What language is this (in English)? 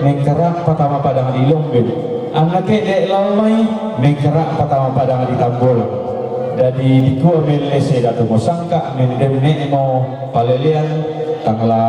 Toraja-Sa'dan